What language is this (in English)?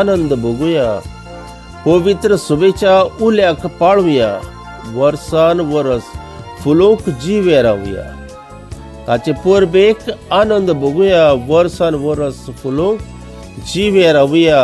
Konkani